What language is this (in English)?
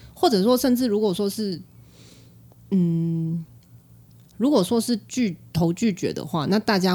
Chinese